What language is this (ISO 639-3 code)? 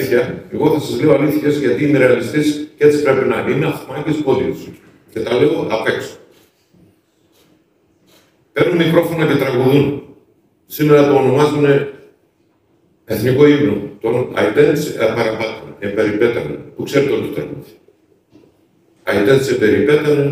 ell